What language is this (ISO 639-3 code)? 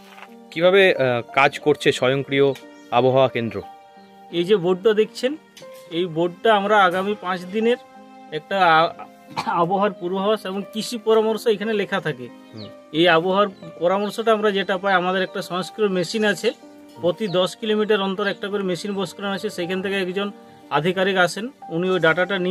ben